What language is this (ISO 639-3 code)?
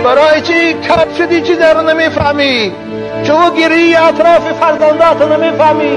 tgk